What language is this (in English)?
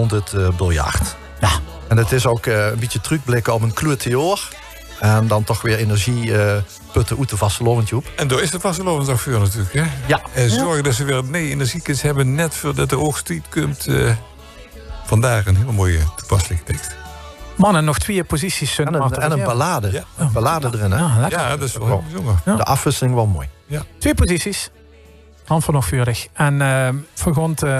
Limburgish